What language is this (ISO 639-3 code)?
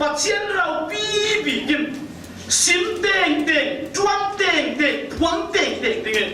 cfm